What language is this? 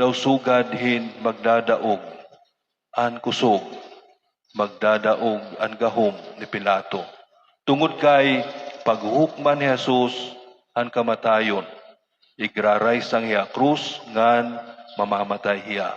Waray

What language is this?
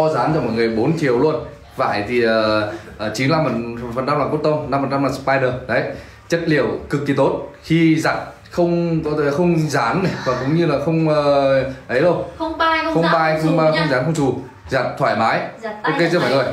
Vietnamese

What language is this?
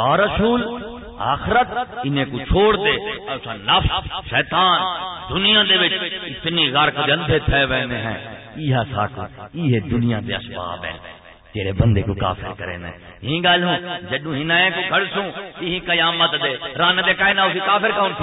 Saraiki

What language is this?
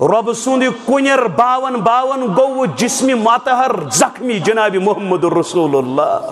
Kashmiri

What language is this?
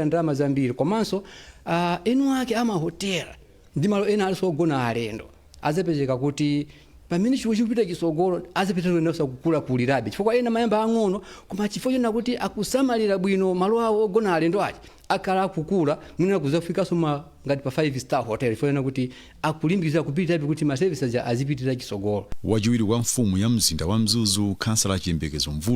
Nyanja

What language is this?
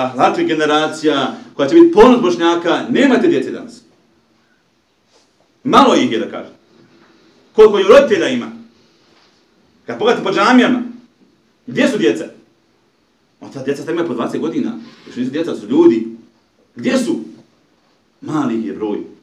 Bosnian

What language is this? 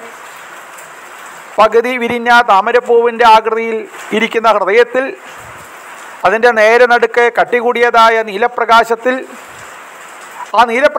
Malayalam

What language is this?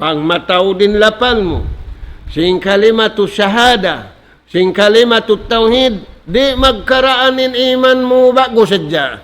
Tausug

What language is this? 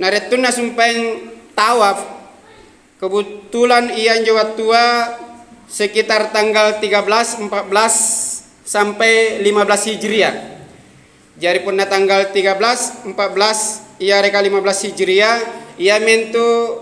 Makasar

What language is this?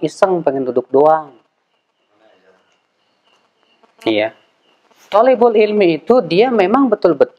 Indonesian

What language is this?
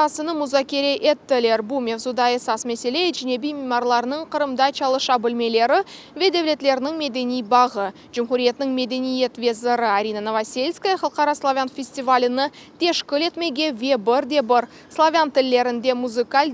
Crimean Tatar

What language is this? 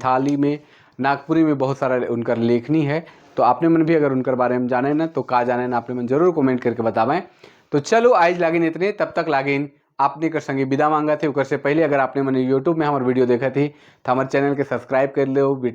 Sadri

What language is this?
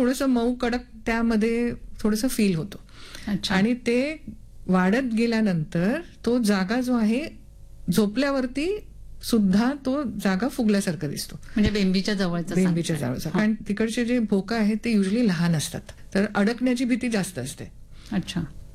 Marathi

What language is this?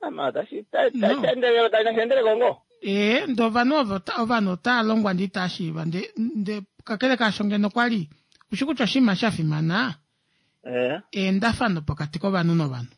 Kuanyama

